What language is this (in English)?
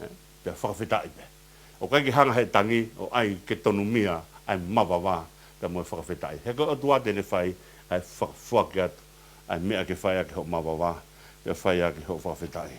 Tongan